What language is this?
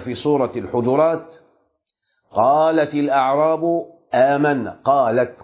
Arabic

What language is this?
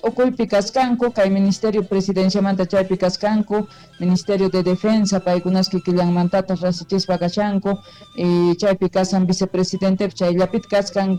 South Bolivian Quechua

